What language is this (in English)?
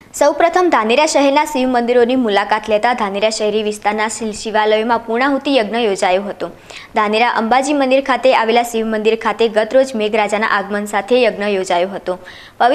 Gujarati